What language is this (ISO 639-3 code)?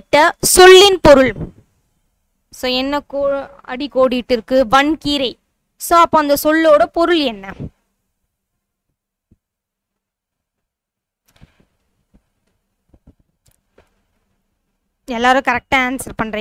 tam